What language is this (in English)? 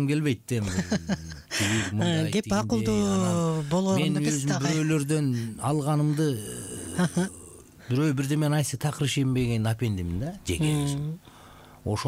Kyrgyz